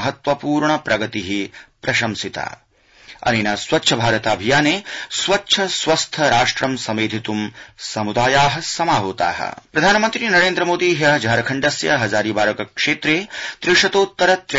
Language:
Sanskrit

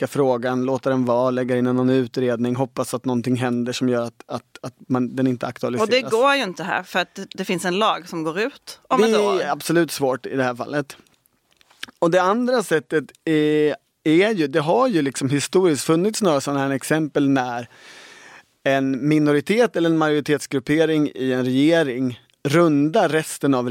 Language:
Swedish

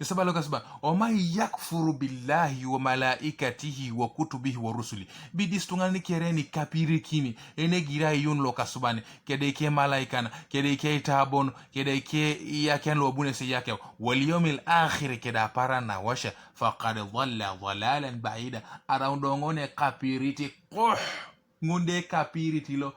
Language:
Teso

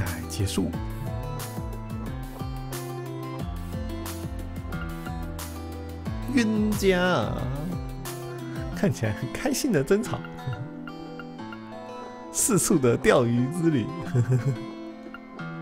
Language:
Chinese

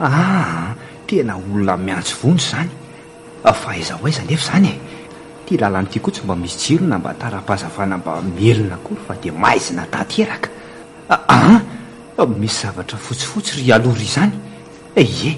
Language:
Malagasy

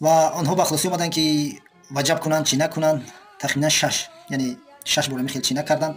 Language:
Tajik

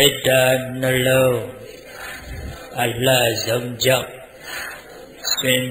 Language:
Burmese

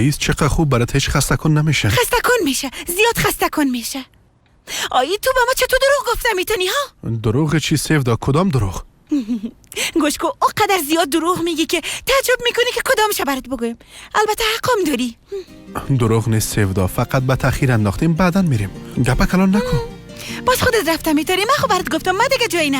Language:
Persian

